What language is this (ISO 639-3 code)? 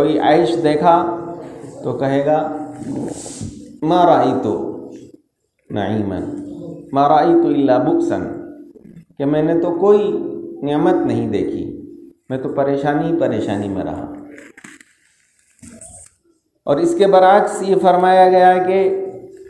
urd